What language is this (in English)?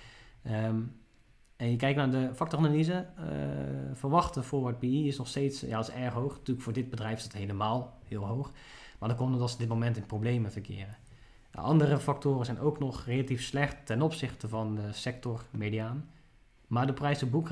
Dutch